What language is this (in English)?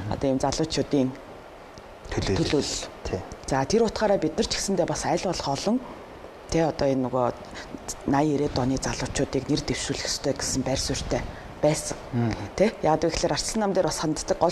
Mongolian